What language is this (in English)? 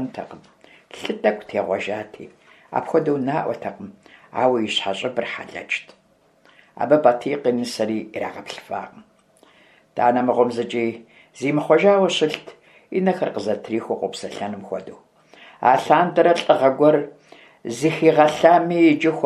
Kabardian